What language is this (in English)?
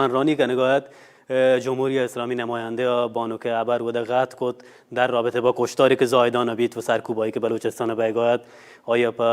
Baluchi